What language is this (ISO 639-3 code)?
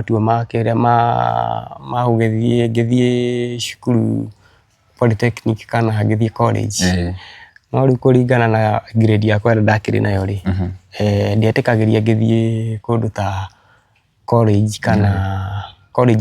kik